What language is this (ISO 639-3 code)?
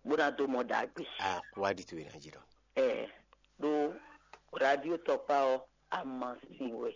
fon